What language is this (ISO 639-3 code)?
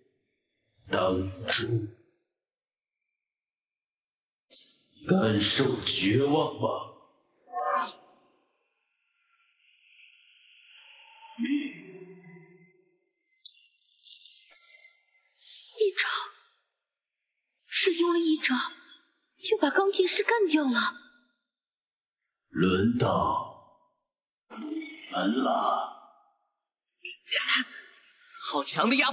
zho